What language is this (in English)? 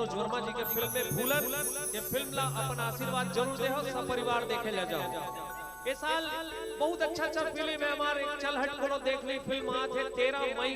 Chhattisgarhi